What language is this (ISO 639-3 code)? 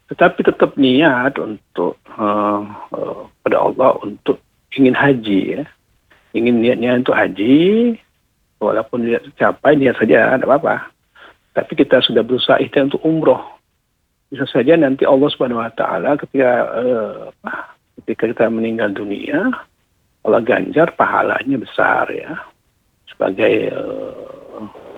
ind